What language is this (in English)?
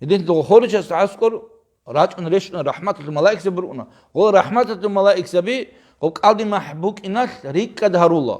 Avaric